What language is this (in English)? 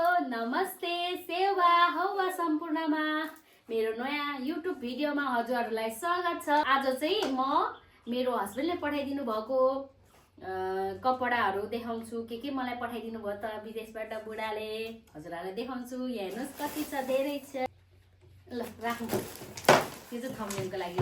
Nepali